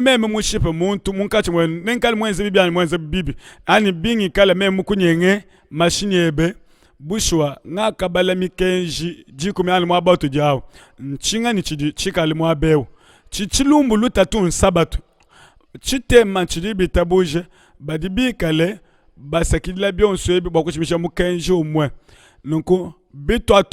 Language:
Luba-Lulua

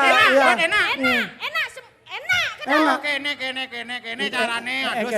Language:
Balinese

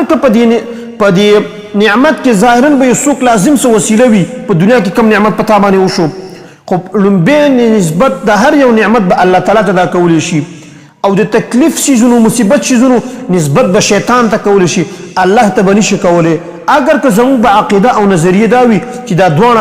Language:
Pashto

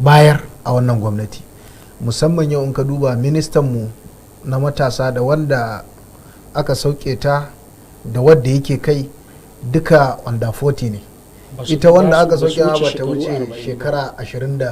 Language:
Hausa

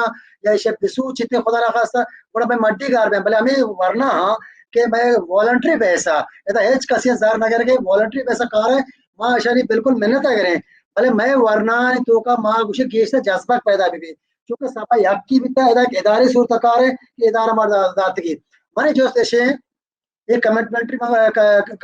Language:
Baluchi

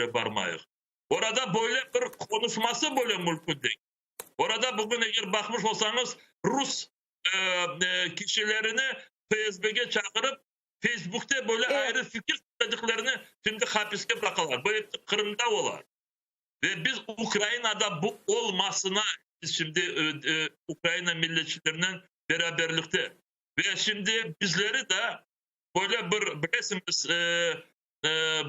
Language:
Crimean Tatar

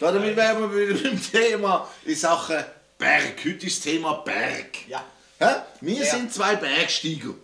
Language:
Swiss German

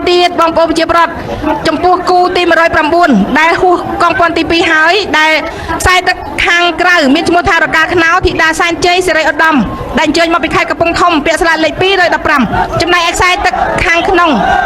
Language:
Khmer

